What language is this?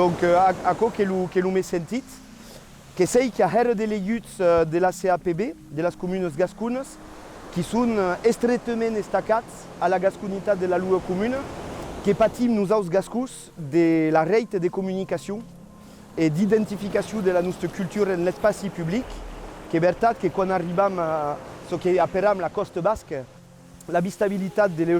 Occitan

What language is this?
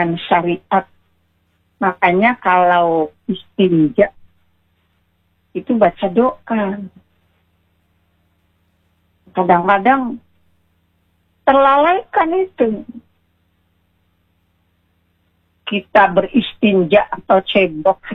Indonesian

